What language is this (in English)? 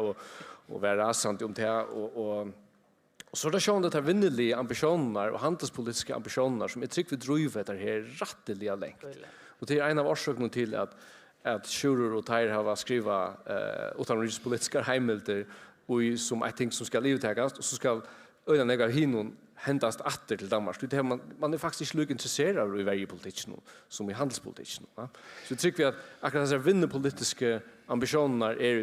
Faroese